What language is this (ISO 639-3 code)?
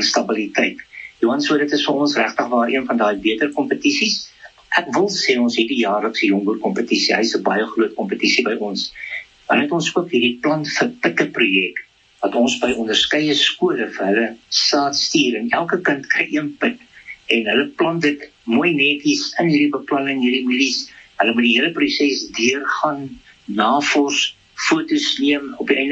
afr